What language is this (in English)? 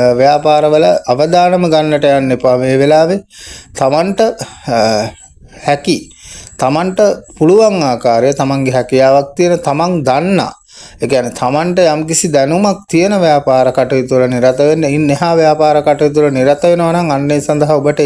Sinhala